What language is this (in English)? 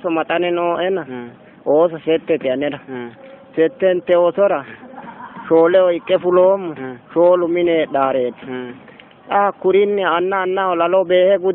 Sidamo